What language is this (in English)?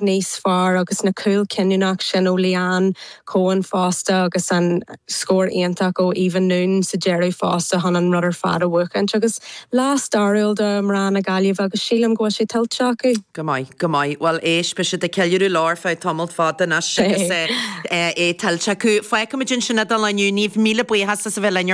Irish